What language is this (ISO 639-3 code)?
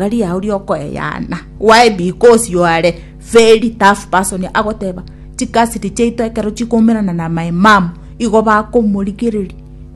guz